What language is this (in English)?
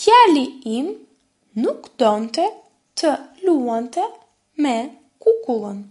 Albanian